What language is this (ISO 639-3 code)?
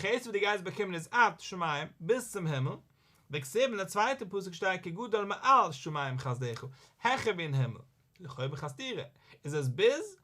yid